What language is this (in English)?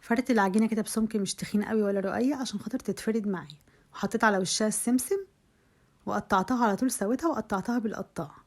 Egyptian Arabic